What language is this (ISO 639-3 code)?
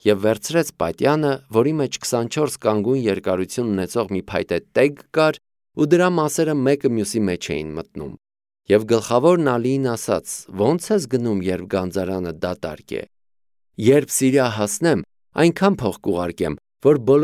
hye